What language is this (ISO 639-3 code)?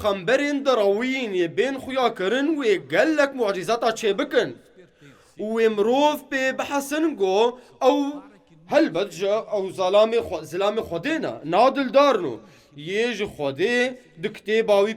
kur